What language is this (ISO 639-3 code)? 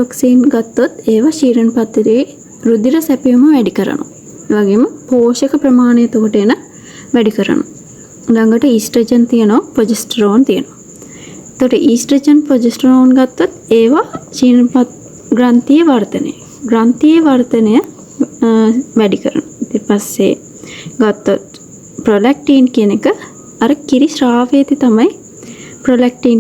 sin